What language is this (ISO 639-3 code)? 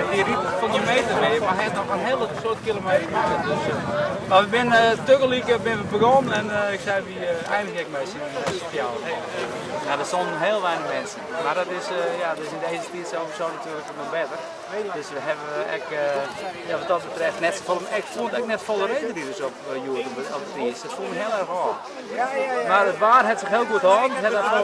fry